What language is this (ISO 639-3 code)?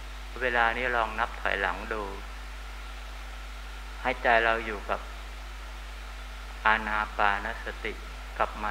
tha